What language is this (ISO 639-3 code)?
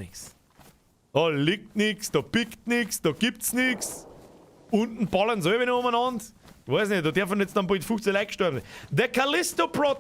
bar